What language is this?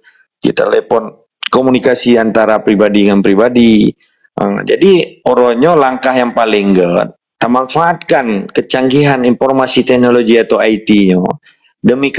Achinese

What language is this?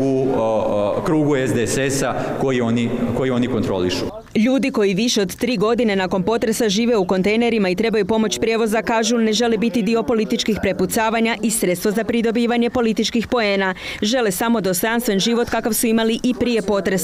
Croatian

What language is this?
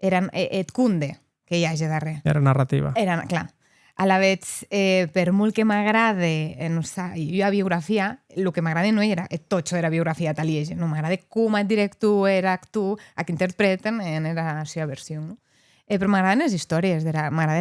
Occitan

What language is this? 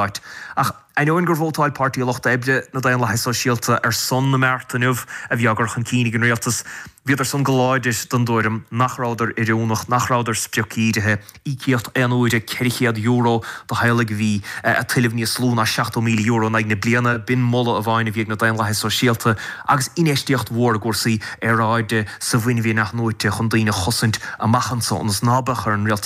Irish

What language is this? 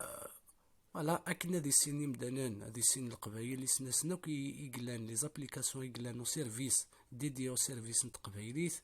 Kabyle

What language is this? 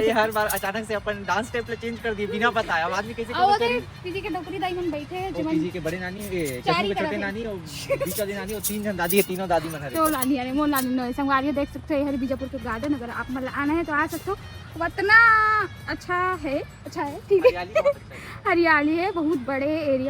Chhattisgarhi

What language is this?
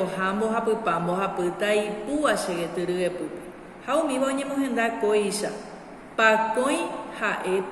Guarani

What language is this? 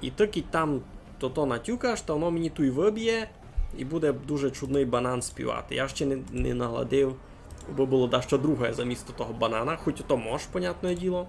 Rusyn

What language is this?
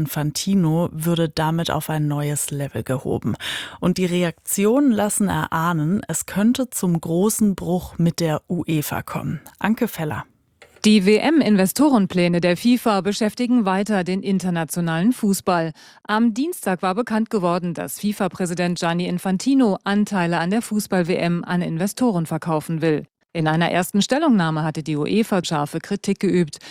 German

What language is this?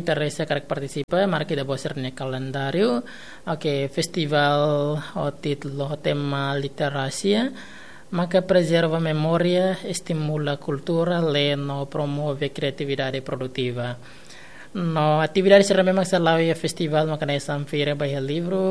Tetum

